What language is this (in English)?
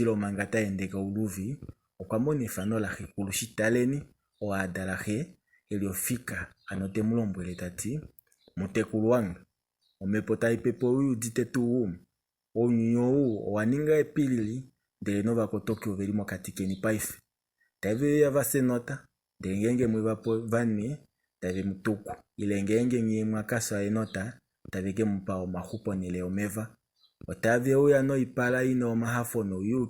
Kuanyama